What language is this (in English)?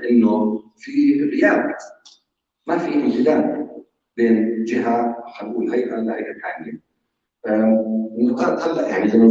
North Levantine Arabic